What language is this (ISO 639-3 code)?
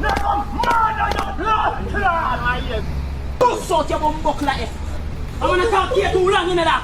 jam